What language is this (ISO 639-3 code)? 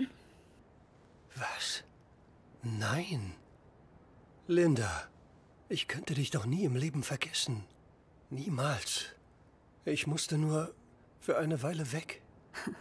deu